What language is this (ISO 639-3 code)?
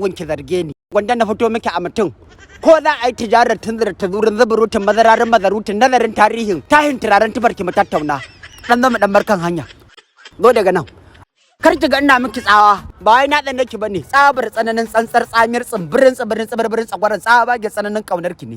hau